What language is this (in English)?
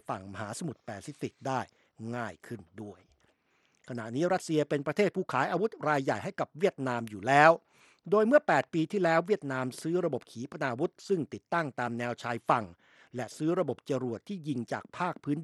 Thai